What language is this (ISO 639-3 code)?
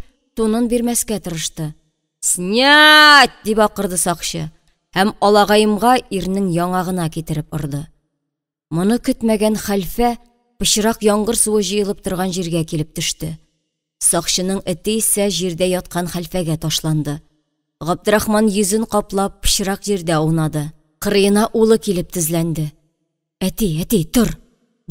tat